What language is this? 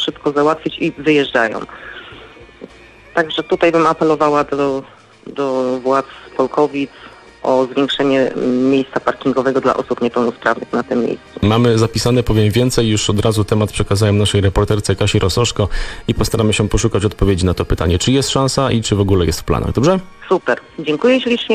Polish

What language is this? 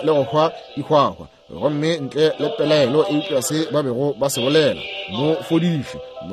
Northern Sotho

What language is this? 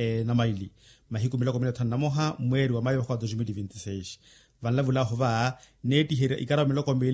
Makhuwa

